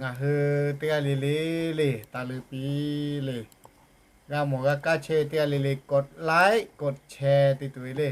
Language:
Lahu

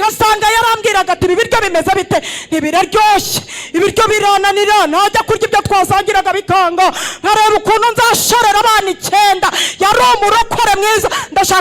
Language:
Kinyarwanda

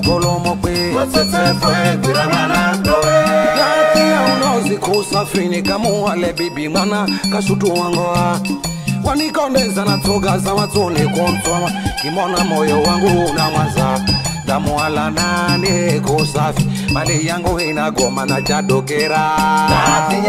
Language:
Swahili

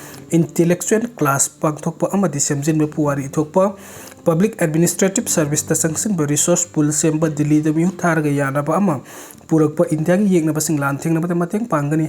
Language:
Manipuri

